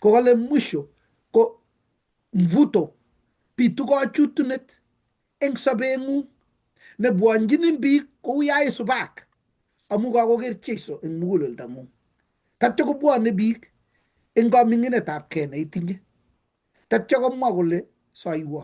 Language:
Kalenjin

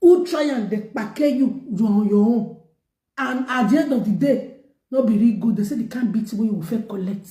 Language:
Nigerian Pidgin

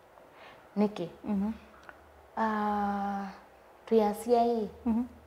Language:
Kamba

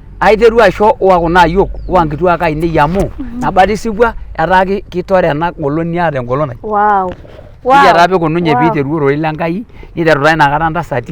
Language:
Masai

